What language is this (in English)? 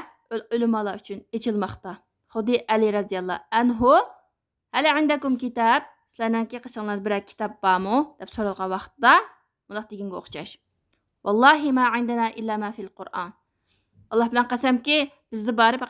Uyghur